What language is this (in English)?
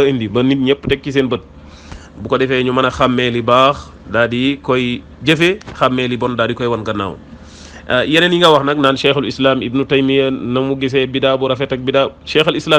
Wolof